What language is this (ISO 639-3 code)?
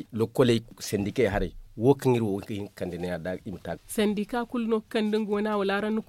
dje